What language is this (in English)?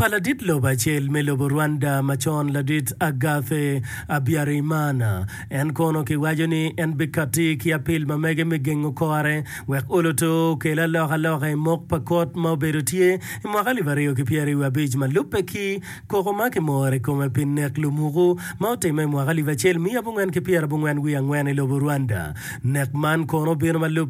Acoli